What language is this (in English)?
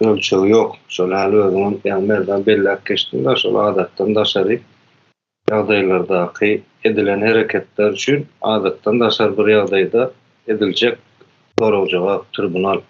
Turkmen